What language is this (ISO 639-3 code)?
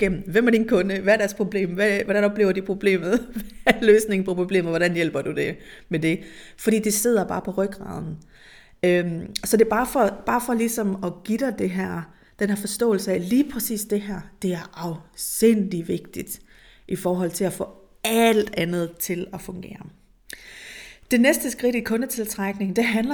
dan